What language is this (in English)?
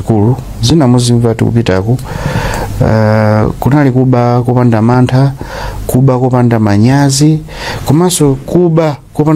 Nyanja